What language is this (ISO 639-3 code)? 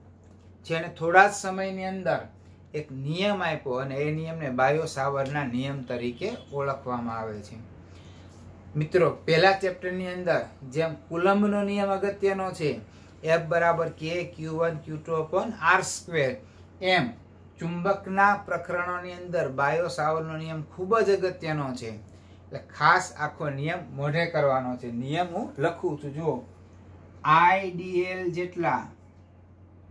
guj